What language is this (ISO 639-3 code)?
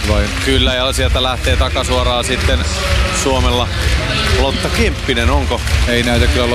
fin